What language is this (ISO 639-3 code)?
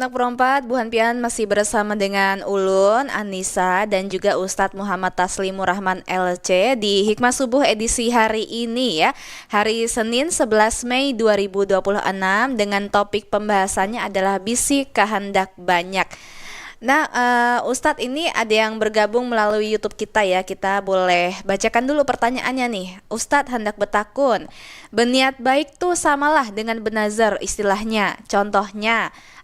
bjn